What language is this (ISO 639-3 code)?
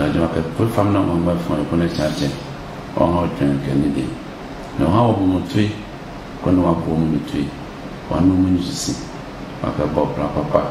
ada